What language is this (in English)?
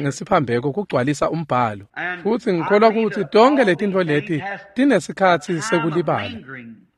Swati